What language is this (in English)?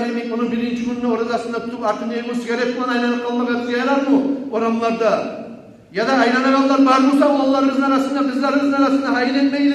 Kumyk